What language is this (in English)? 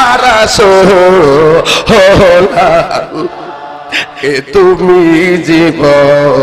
Bangla